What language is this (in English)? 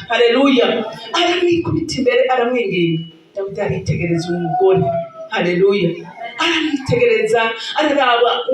Rundi